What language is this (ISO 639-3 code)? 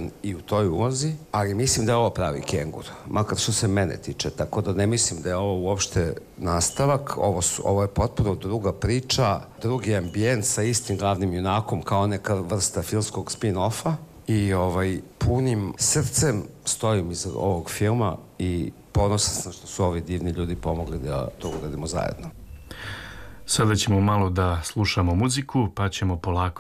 srp